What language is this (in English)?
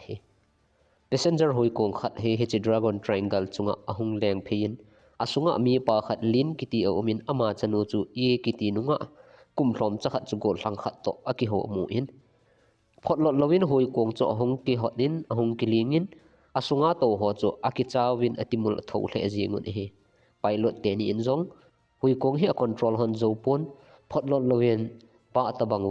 Thado Chin